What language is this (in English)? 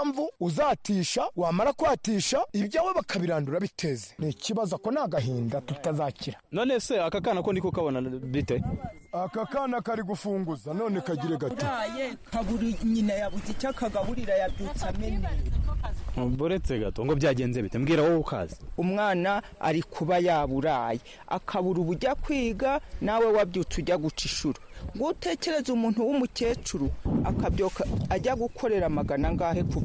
Kinyarwanda